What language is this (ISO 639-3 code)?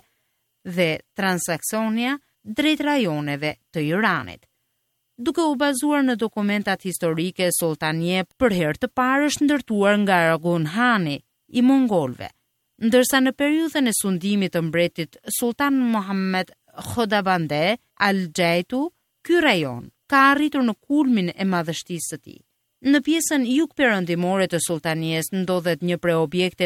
sqi